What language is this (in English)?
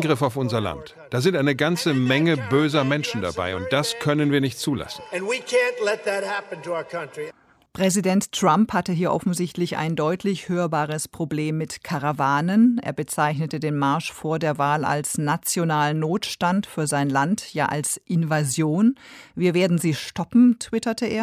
German